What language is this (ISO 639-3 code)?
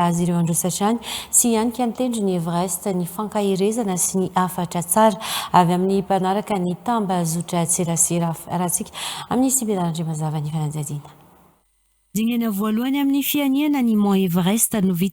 mlg